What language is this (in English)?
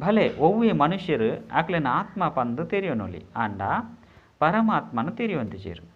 Tulu